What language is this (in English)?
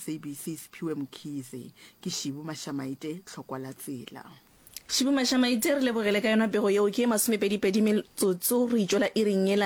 Northern Sotho